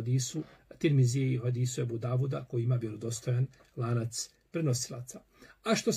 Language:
Bosnian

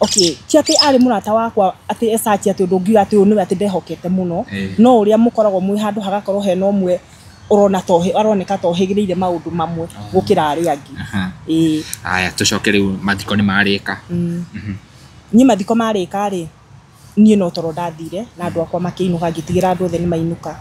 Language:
Kikuyu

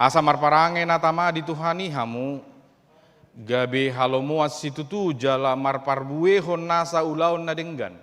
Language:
Batak Toba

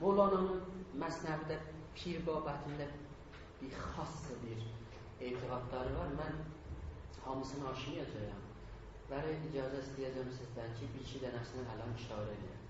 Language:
South Azerbaijani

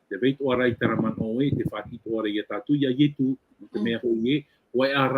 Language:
Tahitian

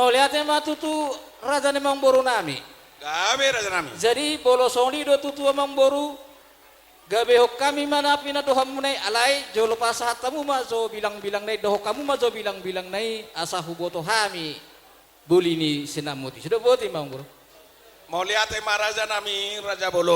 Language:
Batak Toba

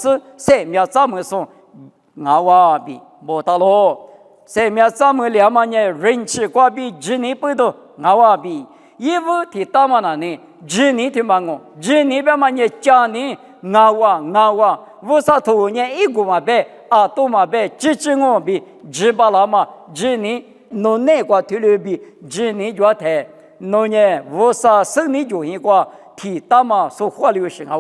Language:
Lisu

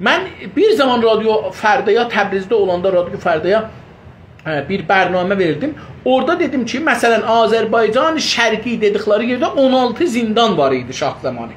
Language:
South Azerbaijani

